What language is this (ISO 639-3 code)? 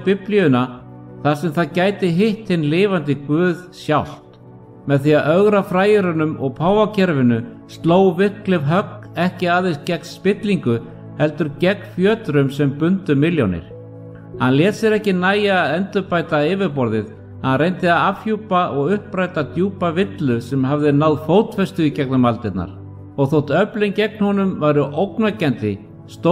isl